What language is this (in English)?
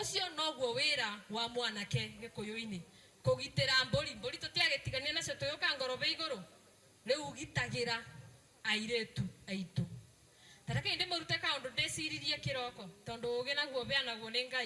Kikuyu